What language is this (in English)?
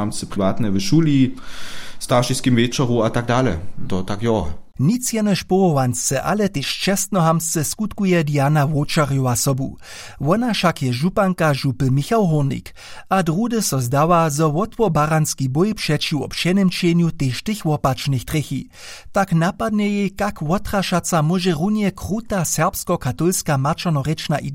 Upper Sorbian